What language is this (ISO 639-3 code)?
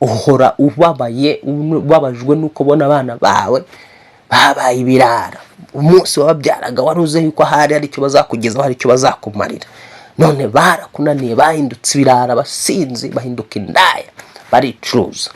kin